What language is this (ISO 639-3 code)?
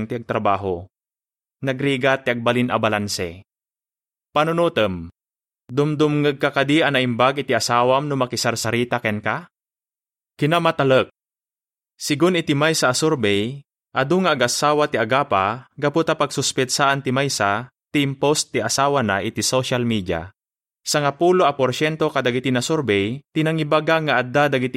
ilo